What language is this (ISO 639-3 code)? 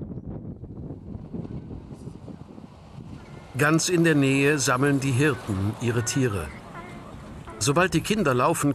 deu